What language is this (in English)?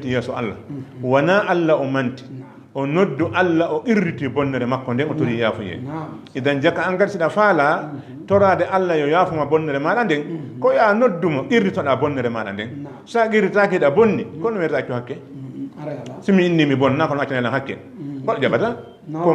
Fula